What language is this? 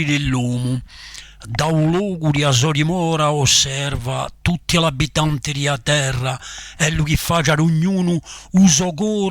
Corsican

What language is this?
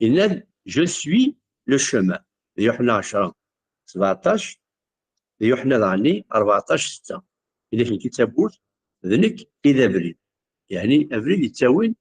Kabyle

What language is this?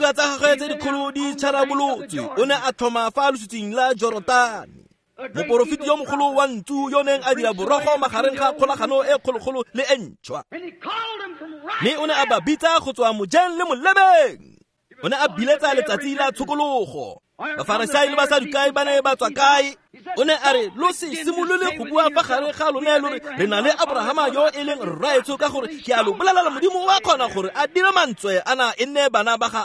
Tswana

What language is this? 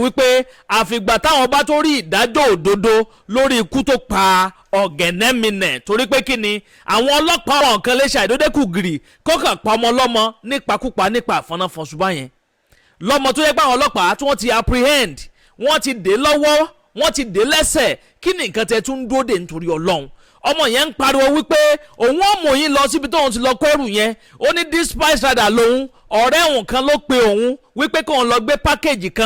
Yoruba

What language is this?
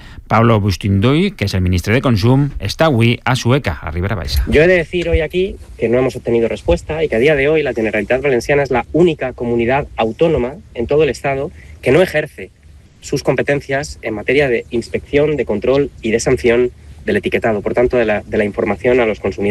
Catalan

